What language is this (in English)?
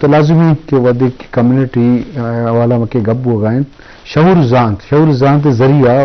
Baluchi